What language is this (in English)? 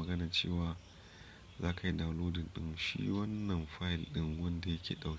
Hausa